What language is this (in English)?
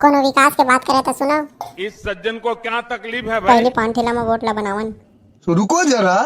Chhattisgarhi